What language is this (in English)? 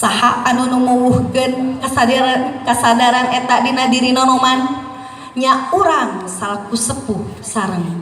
Sundanese